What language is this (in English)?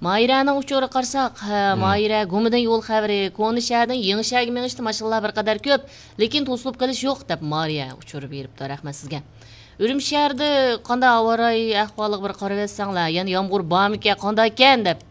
Uyghur